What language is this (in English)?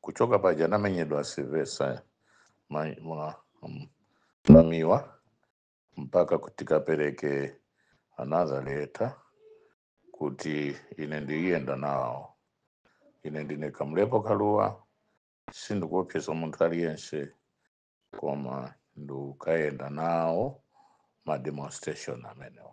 Nyanja